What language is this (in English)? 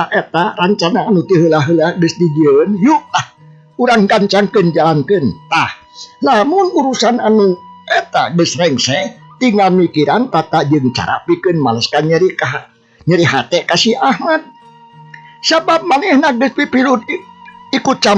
Sundanese